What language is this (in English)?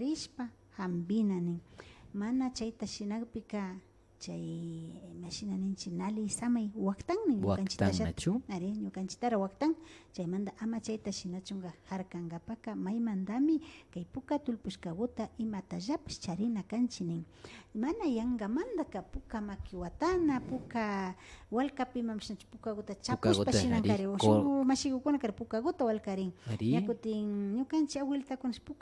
Imbabura Highland Quichua